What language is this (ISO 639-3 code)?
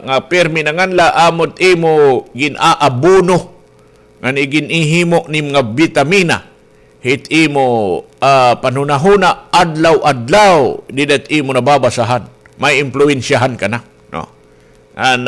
war